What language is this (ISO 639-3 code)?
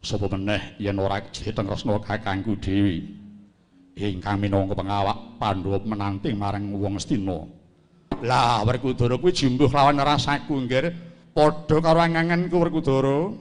jav